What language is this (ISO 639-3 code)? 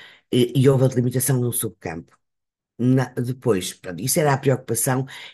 por